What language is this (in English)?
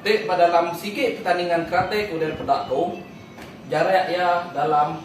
Iban